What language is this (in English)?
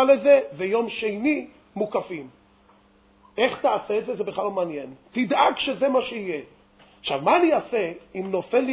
Hebrew